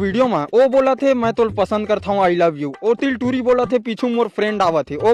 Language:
Chhattisgarhi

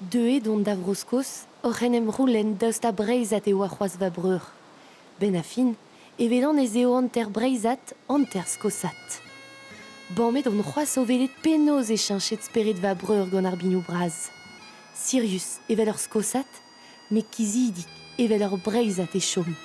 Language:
Breton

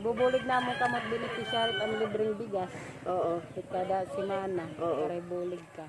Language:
Waray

